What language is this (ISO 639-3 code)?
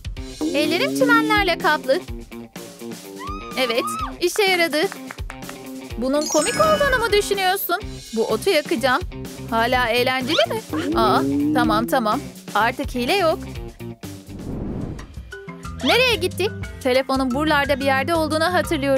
tur